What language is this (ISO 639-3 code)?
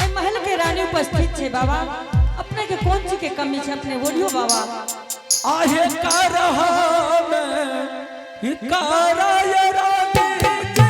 anp